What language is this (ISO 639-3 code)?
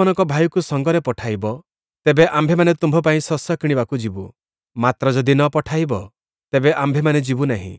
ori